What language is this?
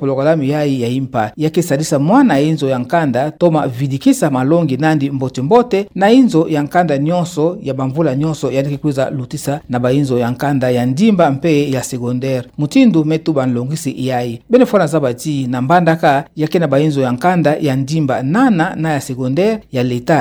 Kituba (Democratic Republic of Congo)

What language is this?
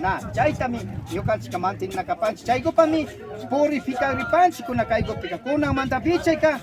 Imbabura Highland Quichua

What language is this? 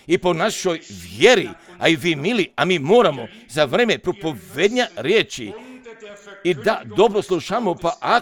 Croatian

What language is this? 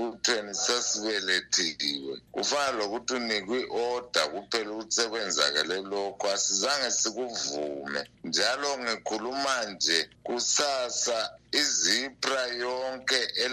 North Ndebele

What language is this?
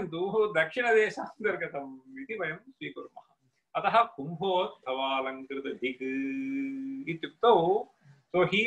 Sanskrit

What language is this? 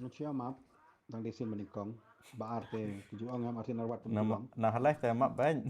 Khasi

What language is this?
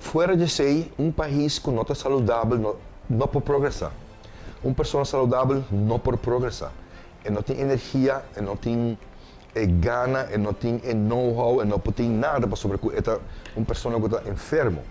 Papiamento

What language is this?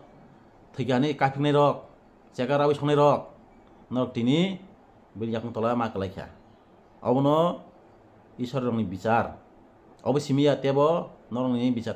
Kok Borok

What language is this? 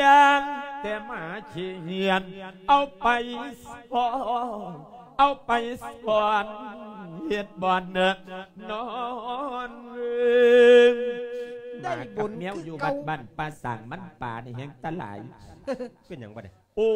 Lao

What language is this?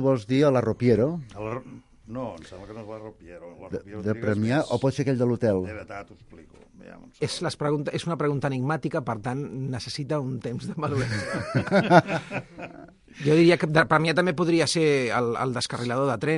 Catalan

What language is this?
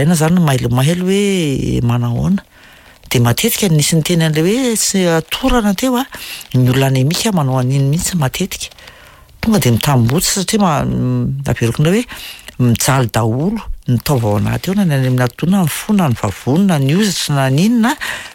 Malagasy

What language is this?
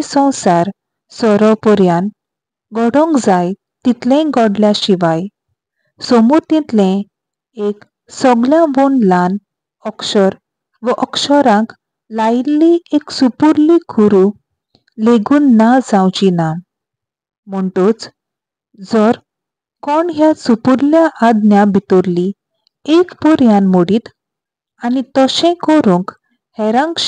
Konkani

